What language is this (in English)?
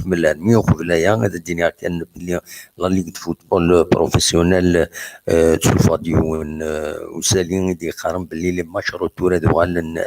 Kabyle